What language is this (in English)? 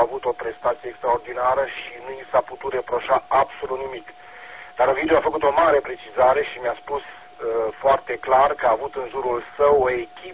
Romanian